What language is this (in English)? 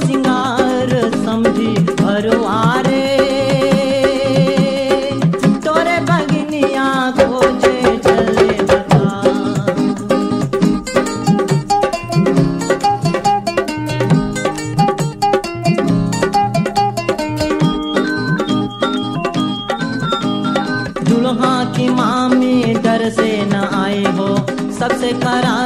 Bhojpuri